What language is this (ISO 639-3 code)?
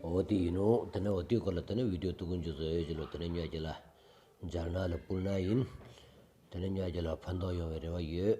sbu